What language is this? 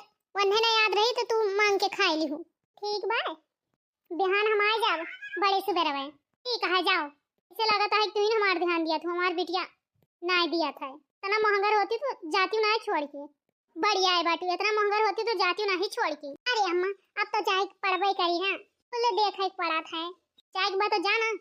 Awadhi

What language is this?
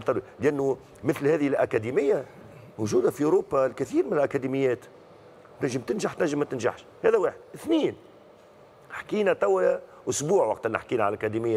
Tunisian Arabic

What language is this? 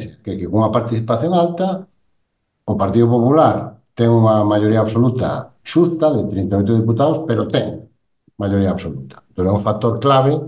Galician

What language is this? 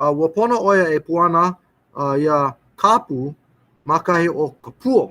Hawaiian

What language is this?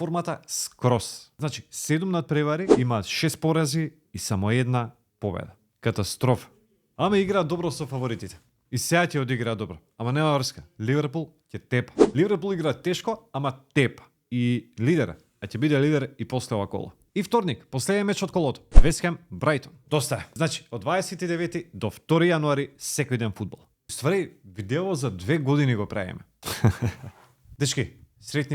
Macedonian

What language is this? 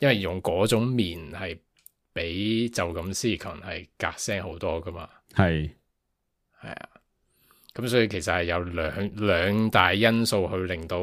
Cantonese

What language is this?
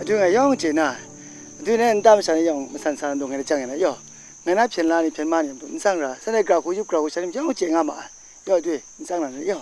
Kachin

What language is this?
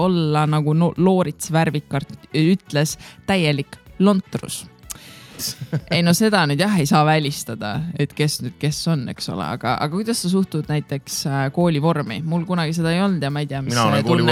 Estonian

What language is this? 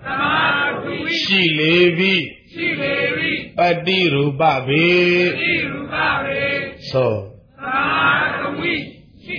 Burmese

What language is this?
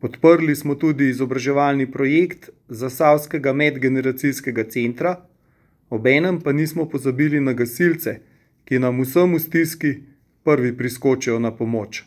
Slovenian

